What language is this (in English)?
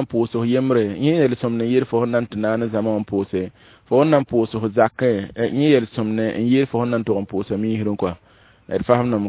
Mossi